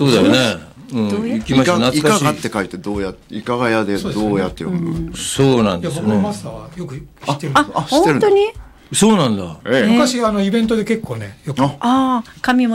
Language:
Japanese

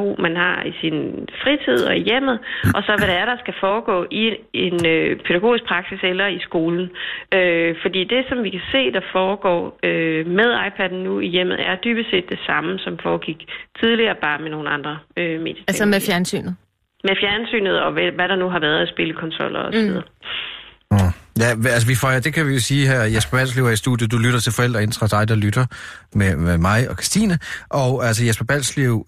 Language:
Danish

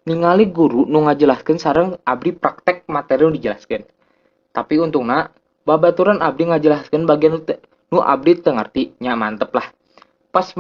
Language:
Sundanese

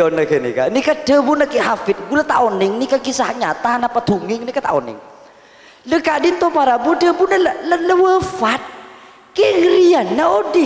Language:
Madurese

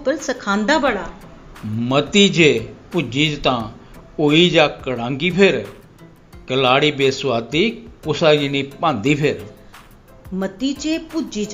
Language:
Dogri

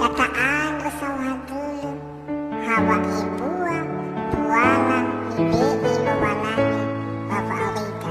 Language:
Nias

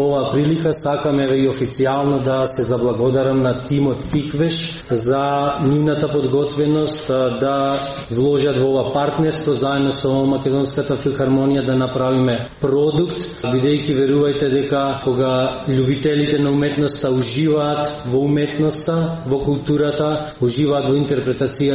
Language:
Macedonian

